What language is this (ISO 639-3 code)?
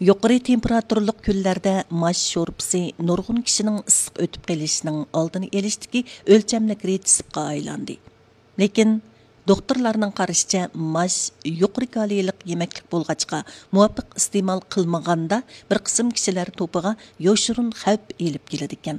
uig